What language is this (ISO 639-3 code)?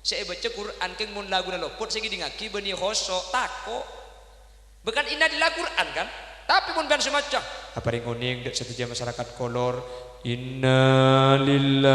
mad